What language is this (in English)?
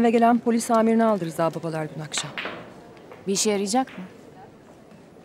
Turkish